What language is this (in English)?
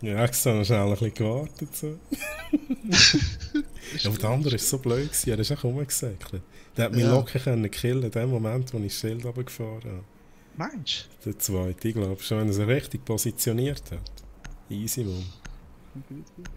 Swiss German